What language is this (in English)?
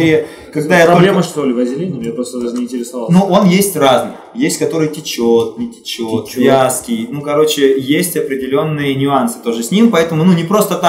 Russian